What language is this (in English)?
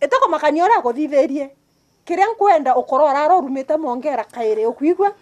Meru